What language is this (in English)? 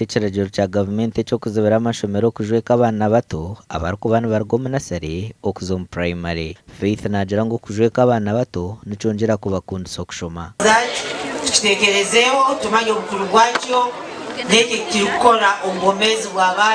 Nyankole